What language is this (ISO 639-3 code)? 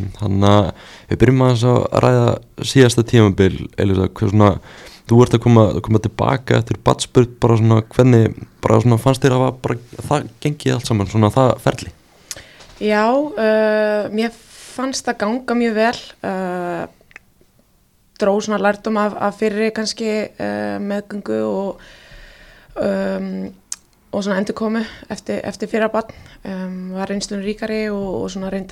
isl